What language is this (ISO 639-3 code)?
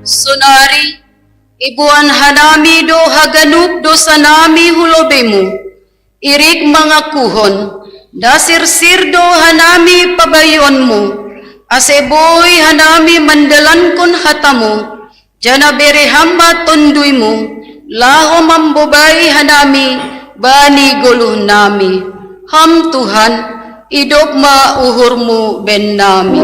bts